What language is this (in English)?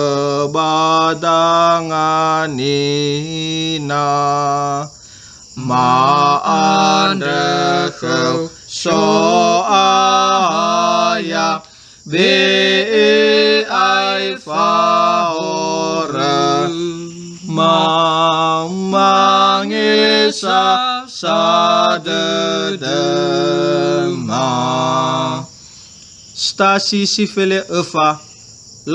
Nias